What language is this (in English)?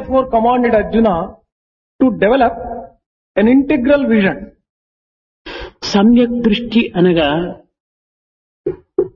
Telugu